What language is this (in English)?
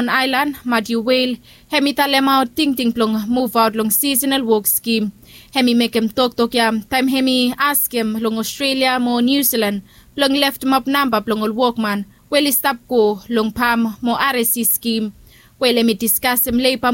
Bislama